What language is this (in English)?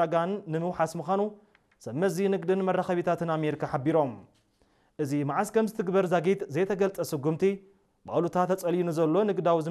Tigrinya